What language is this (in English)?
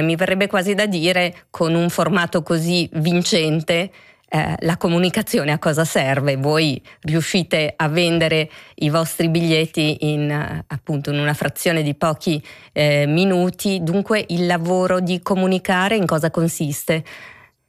Italian